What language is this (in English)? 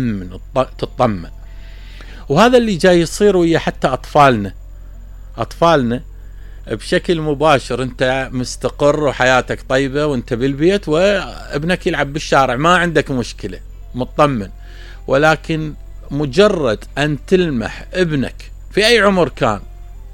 Mesopotamian Arabic